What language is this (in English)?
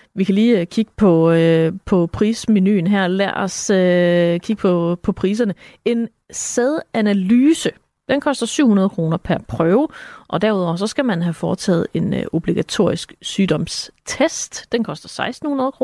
Danish